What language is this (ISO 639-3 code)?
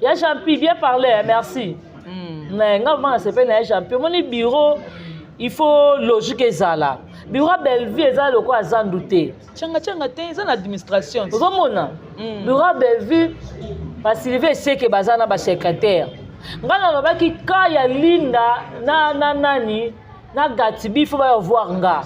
lin